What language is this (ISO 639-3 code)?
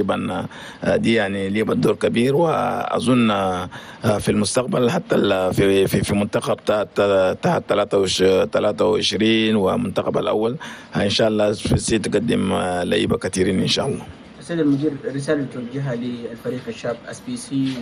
shu